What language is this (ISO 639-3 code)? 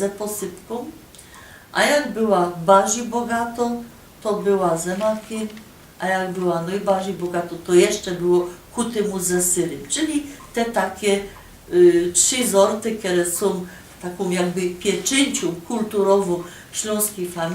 szl